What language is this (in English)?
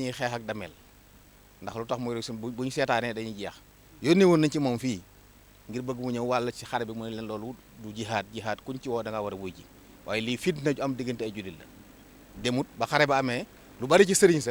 Wolof